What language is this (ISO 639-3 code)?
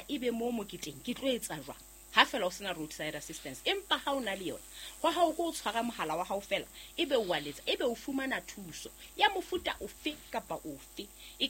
sot